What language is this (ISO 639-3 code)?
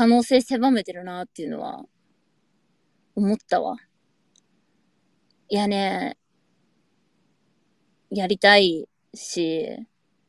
jpn